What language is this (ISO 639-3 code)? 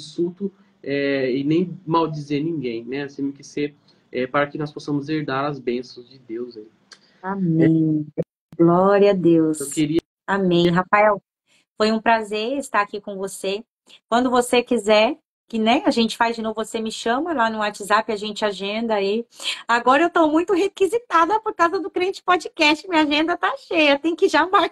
por